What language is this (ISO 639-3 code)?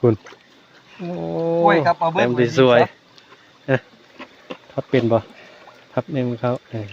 tts